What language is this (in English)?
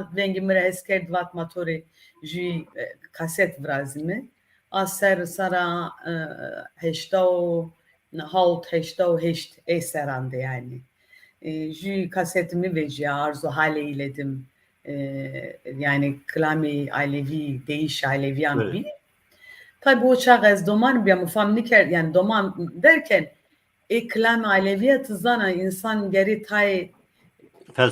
Zaza